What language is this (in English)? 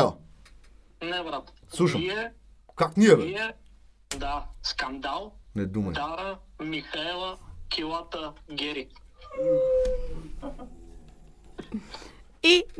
Bulgarian